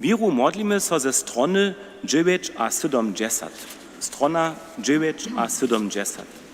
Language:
Upper Sorbian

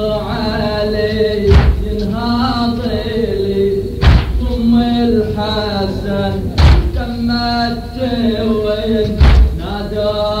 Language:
Arabic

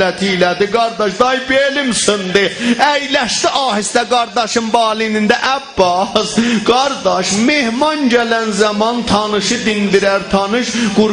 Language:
South Azerbaijani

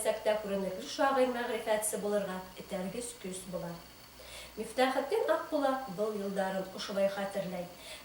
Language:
Bashkir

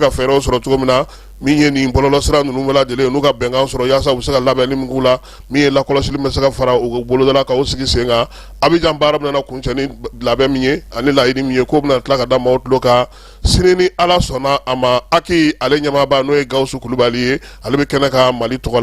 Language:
Bambara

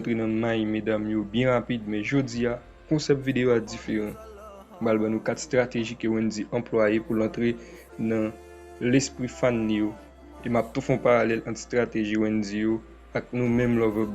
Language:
Haitian Creole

